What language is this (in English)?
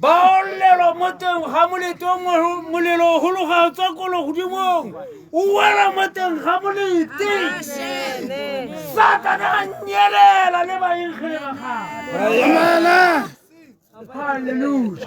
Tswana